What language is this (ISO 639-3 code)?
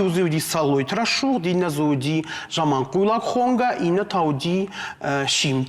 oss